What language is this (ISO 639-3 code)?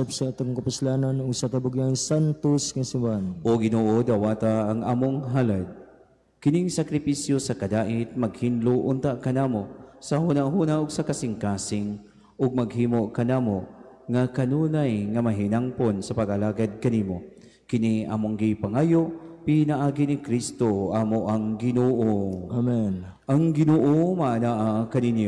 ceb